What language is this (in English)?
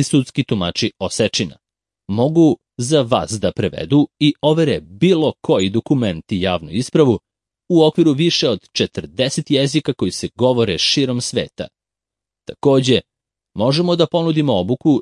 Serbian